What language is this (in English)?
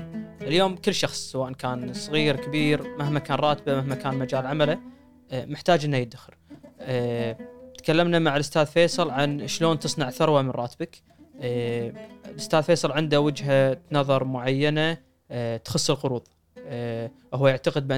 Gulf Arabic